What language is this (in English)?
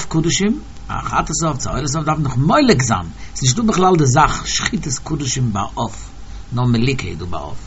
Yiddish